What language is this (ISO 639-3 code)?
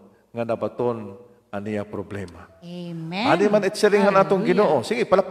war